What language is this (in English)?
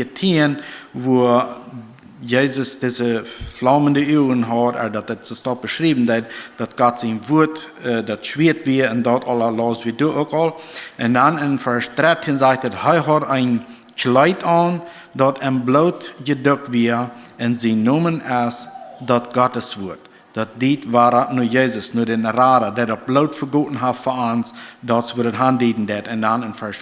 Plautdietsch